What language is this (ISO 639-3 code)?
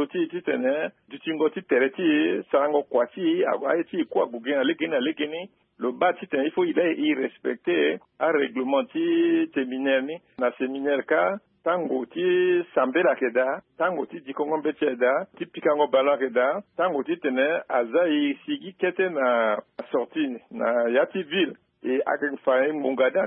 sag